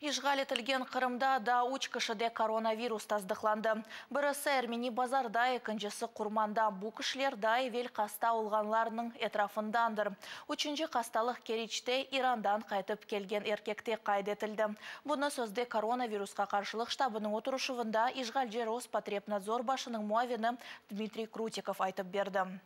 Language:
Crimean Tatar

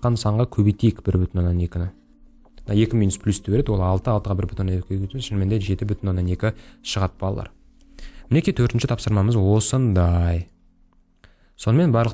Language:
Kazakh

